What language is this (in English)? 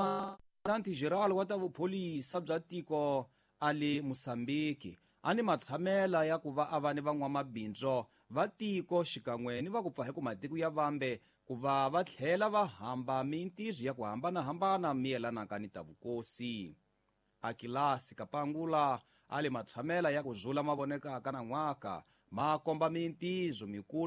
Tsonga